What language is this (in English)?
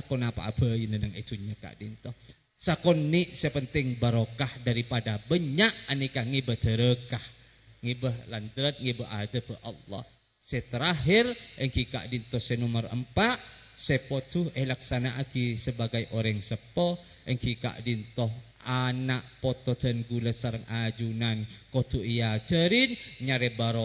Madurese